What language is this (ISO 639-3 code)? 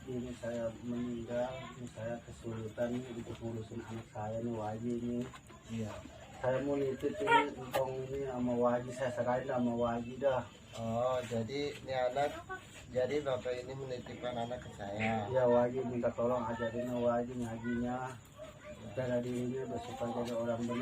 bew